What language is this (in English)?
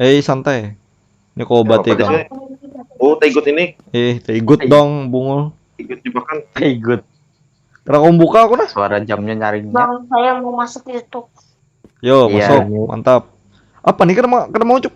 Banjar